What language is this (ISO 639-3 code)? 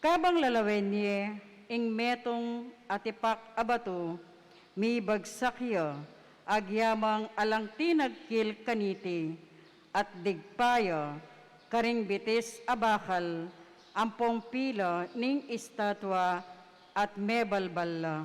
pam